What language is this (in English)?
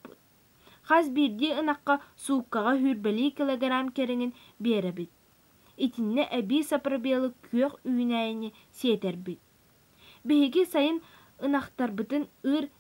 Yakut